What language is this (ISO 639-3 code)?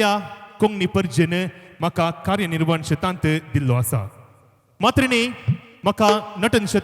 kok